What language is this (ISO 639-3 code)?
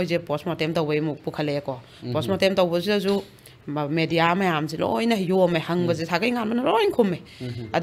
mni